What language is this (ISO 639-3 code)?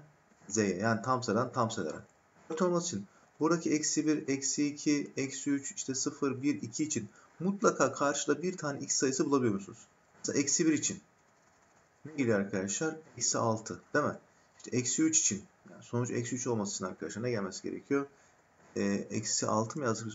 tur